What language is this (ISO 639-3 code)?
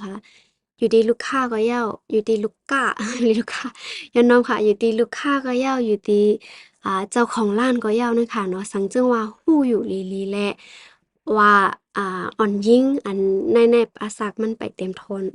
shn